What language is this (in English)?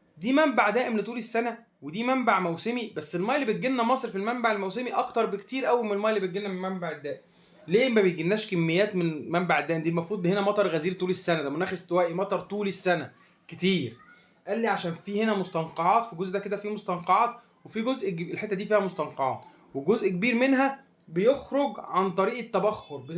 Egyptian Arabic